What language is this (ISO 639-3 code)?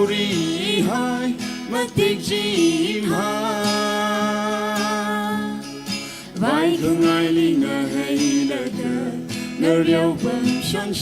nmf